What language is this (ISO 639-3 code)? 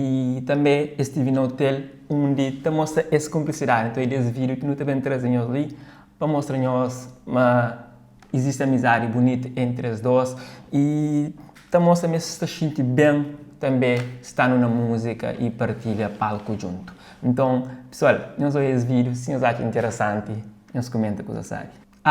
kea